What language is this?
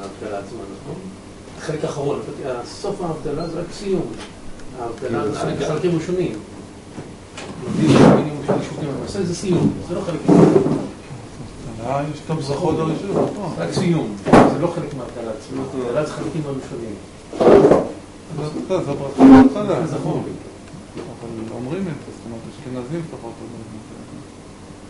Hebrew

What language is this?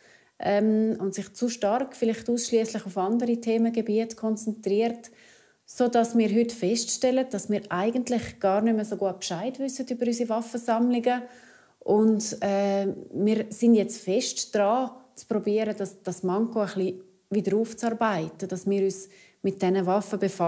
Romansh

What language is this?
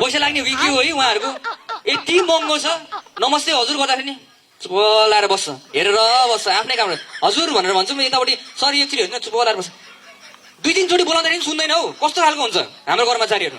Nepali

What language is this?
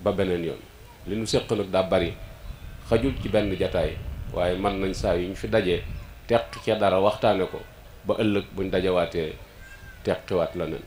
Wolof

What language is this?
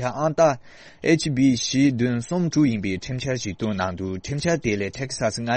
Tibetan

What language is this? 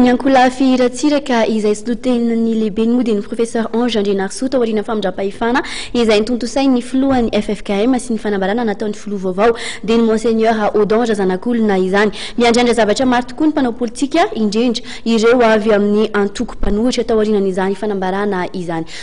Malagasy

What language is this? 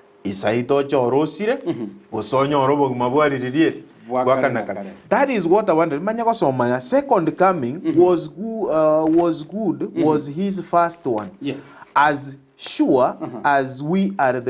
Gusii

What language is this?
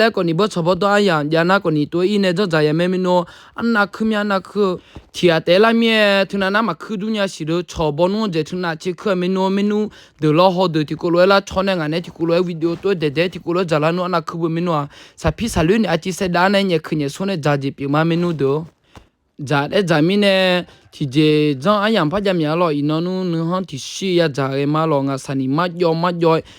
Akha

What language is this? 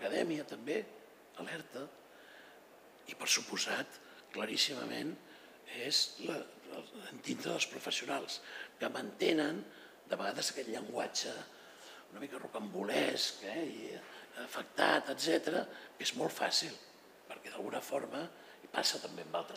Catalan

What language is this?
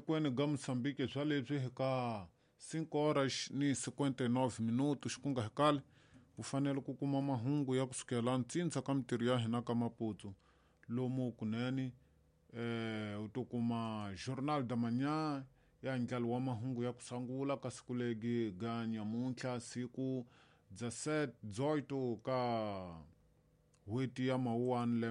Tsonga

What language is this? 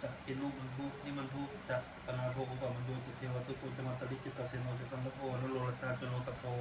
Pali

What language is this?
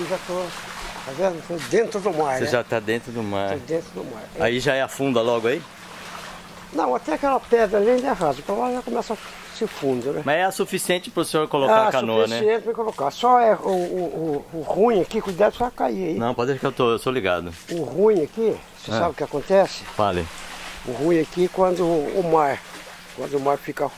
Portuguese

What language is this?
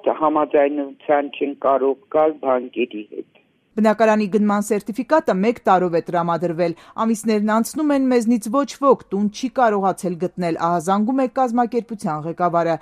Armenian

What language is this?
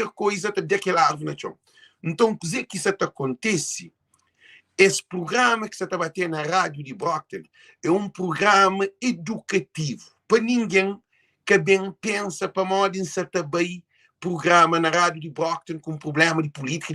Kabuverdianu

